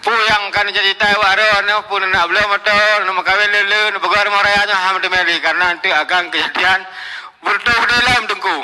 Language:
Achinese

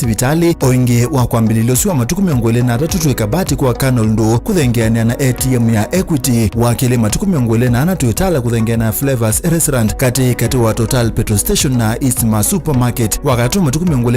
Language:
Kamba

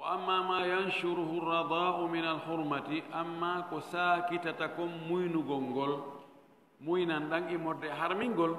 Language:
Fula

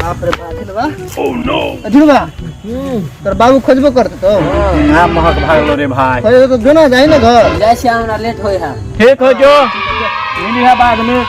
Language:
Maithili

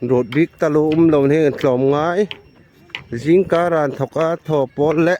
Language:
Hmar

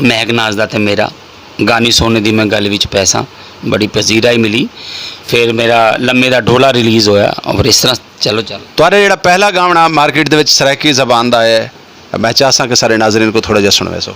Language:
Saraiki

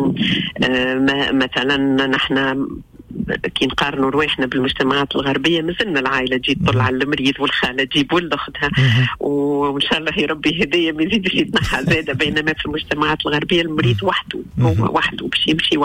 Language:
Tunisian Arabic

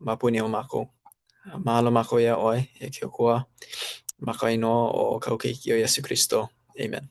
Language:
Hawaiian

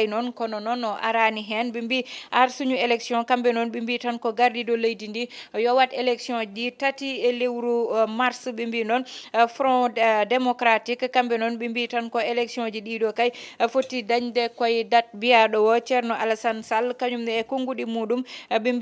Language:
Fula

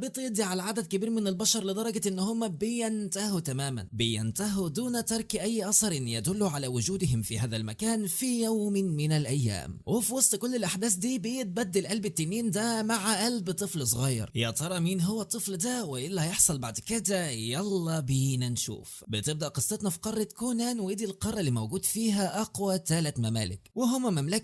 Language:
Egyptian Arabic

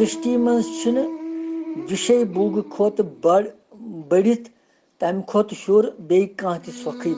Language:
Kashmiri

